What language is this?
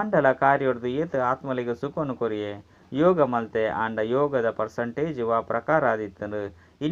Tulu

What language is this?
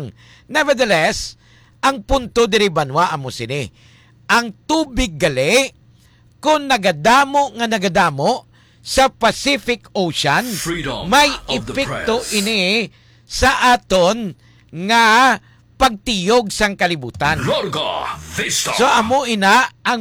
Hiligaynon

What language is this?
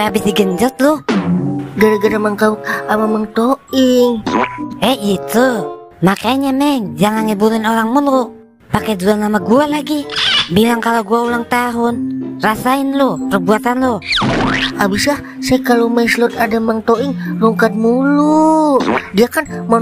Betawi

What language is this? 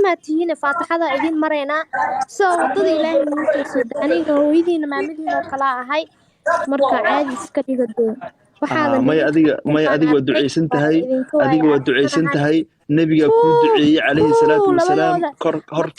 Somali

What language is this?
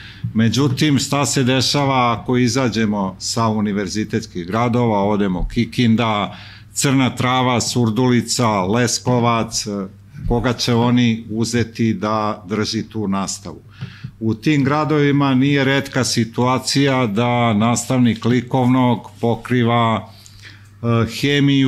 Serbian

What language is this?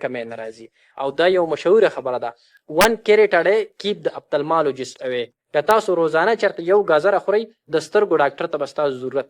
Pashto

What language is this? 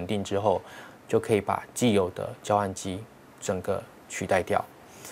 Chinese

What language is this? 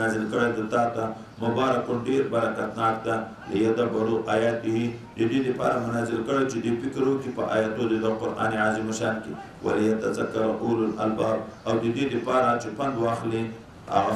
Pashto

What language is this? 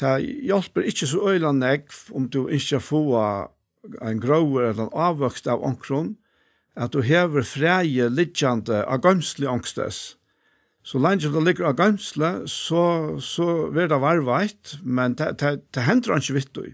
Faroese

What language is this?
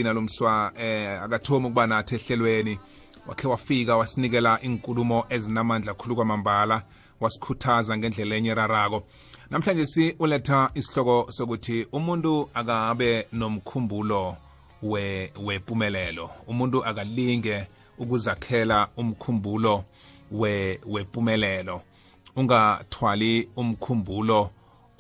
South Ndebele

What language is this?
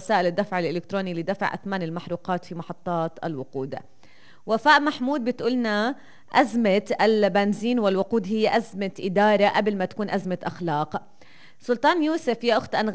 North Levantine Arabic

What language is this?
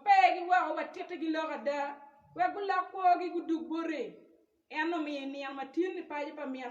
Acoli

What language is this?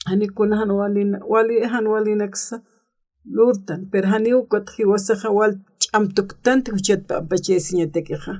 Aymara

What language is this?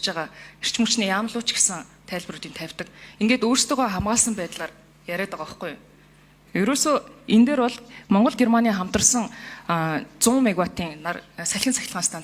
Mongolian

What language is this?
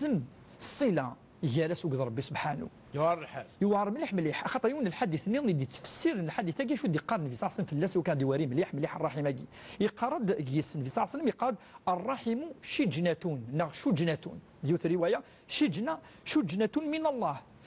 Kabyle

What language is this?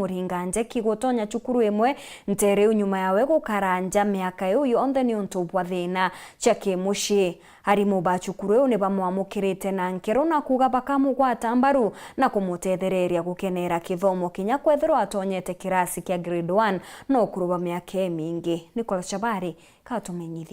Meru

